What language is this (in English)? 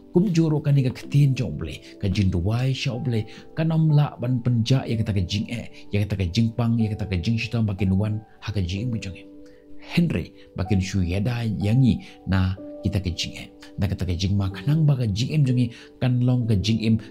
Khasi